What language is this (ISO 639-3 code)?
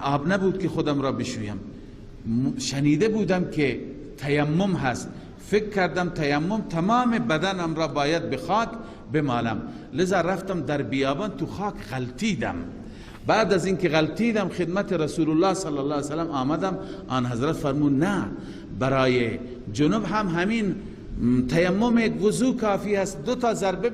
fas